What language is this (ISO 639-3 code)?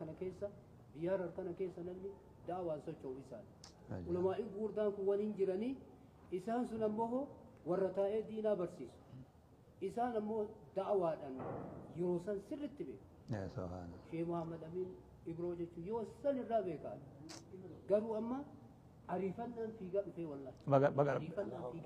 orm